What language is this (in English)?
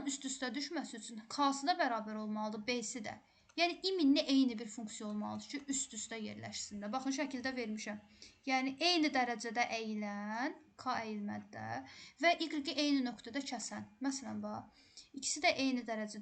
Azerbaijani